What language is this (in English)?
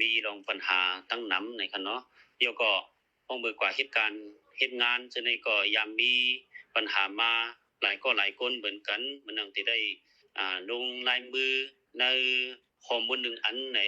Shan